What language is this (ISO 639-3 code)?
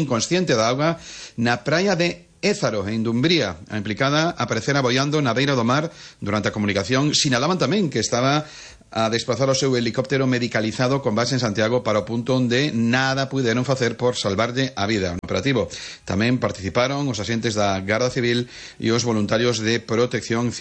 glg